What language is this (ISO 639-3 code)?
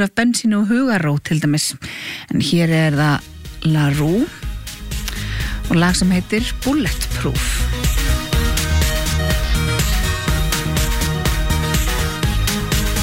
isl